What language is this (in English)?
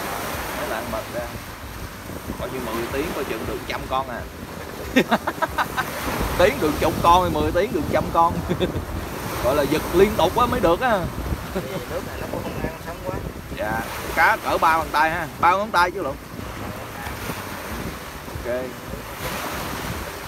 Vietnamese